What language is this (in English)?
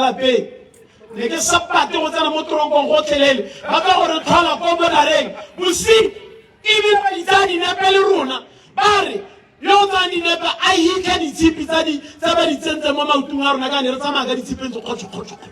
Tswana